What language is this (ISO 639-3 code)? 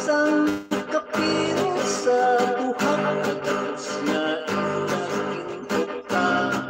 hil